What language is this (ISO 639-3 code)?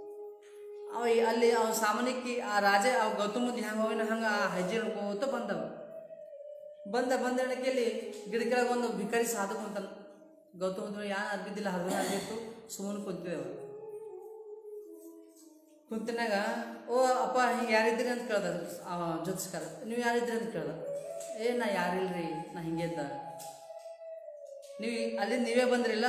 kan